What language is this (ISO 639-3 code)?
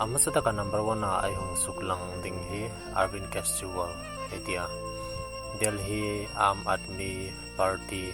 hmr